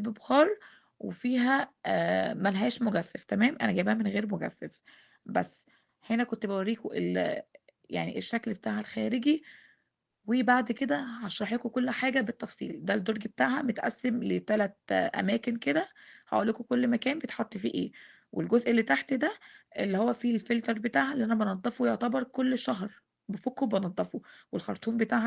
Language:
Egyptian Arabic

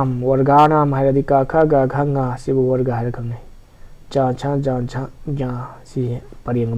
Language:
Manipuri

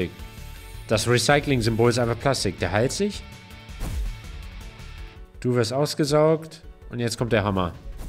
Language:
German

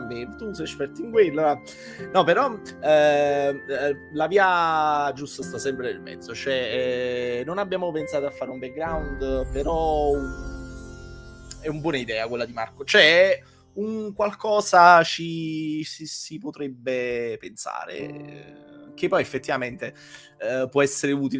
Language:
Italian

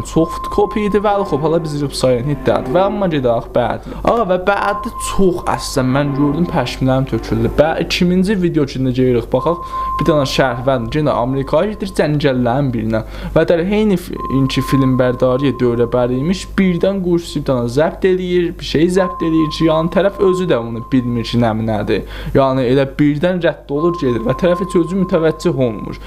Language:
South Azerbaijani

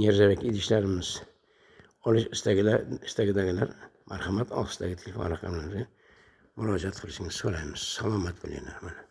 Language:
Uzbek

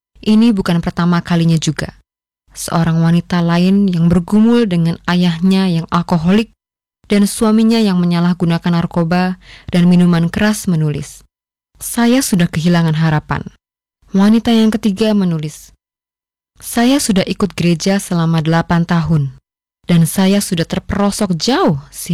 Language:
Indonesian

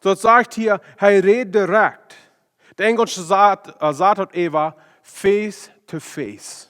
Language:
Plautdietsch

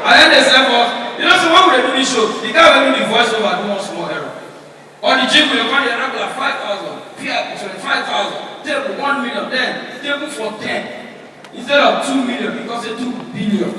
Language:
Nigerian Pidgin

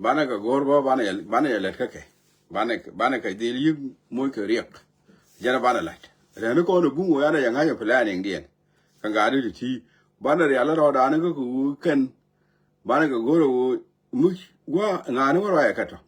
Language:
Nuer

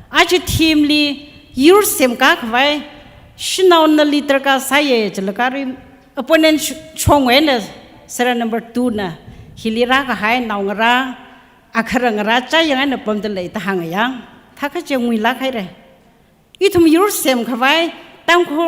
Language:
Tangkhul Naga (India)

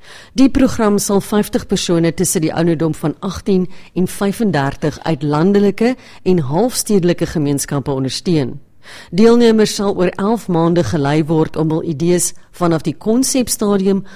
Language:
Afrikaans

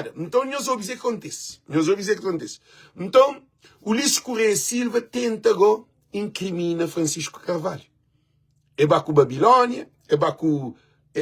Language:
Kabuverdianu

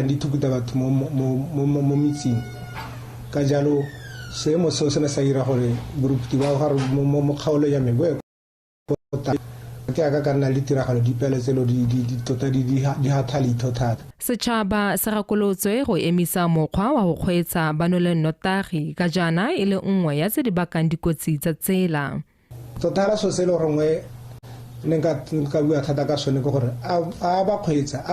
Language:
Tswana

